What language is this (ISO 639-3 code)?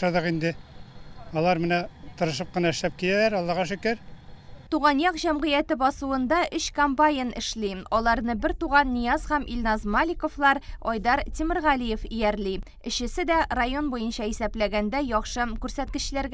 tat